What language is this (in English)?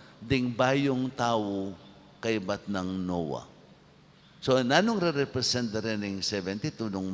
Pampanga